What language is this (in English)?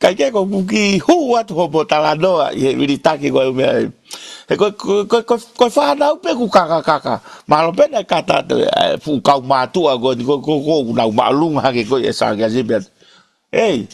Tongan